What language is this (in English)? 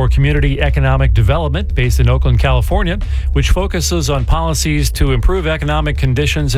English